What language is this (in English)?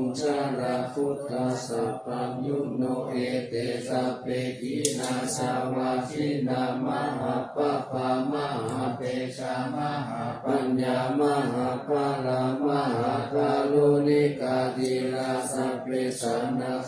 Pali